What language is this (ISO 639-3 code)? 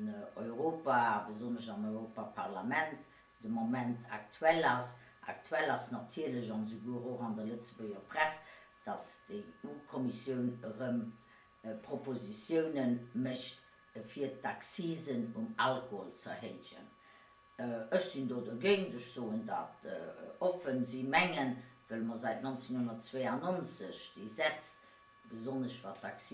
ltz